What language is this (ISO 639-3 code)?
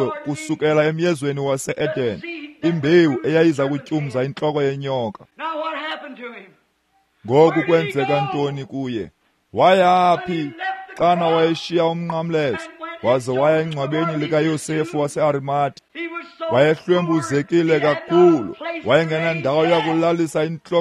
xho